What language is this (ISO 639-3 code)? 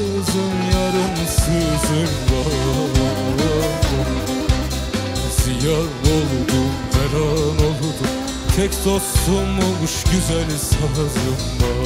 tur